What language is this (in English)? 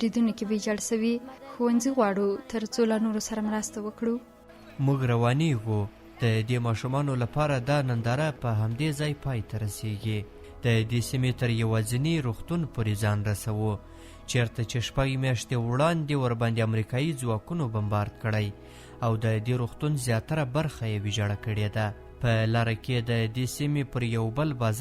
Pashto